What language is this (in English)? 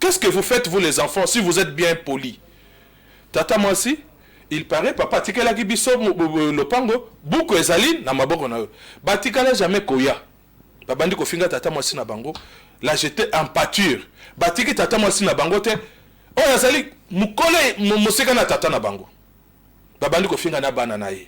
Lingala